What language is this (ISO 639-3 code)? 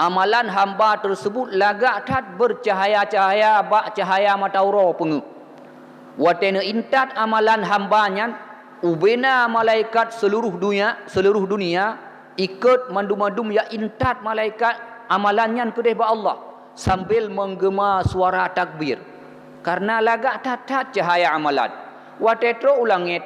ace